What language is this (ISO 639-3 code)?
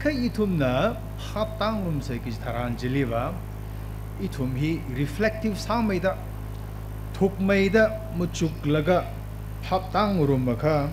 nmf